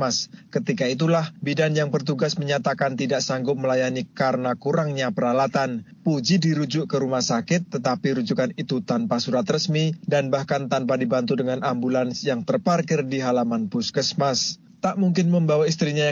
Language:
Indonesian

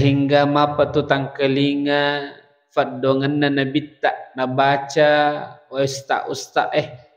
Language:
Buginese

